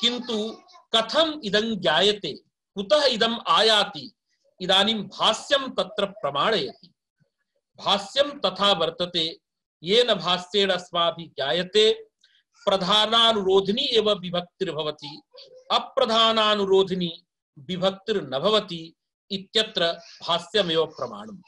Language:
Sanskrit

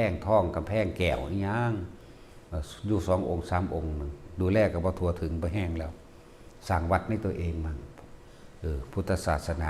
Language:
Northeastern Thai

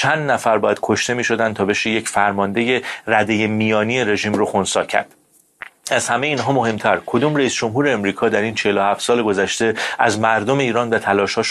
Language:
Persian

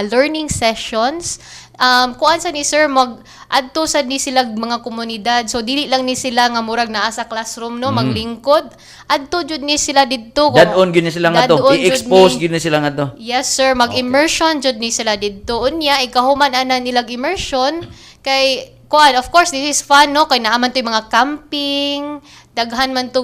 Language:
Cebuano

